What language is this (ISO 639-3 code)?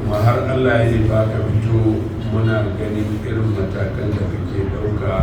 hau